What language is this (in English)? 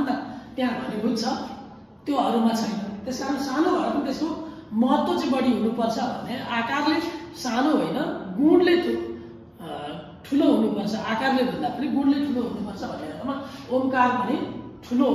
Nepali